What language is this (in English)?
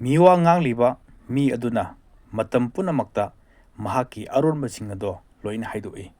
Manipuri